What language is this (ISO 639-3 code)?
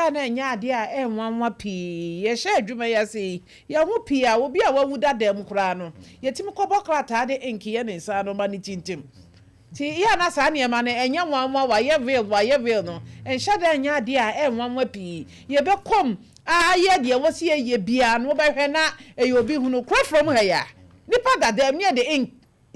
aka